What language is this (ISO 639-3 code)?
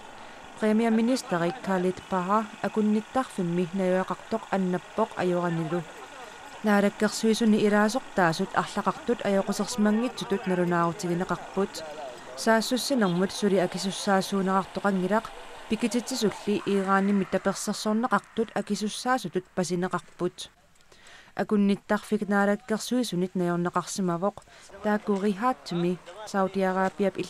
kal